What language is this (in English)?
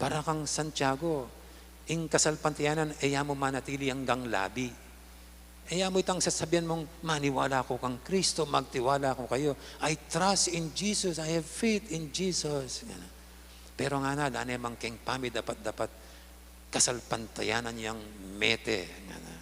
Pampanga